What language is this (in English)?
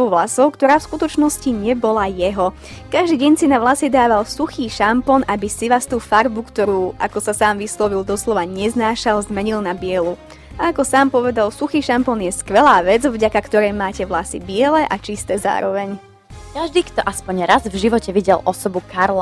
Slovak